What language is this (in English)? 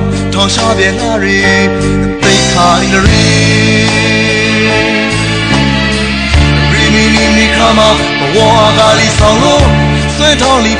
Burmese